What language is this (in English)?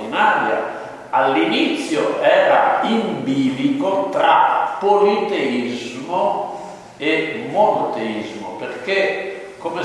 Italian